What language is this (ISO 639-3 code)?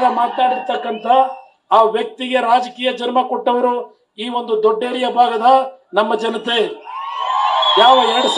kan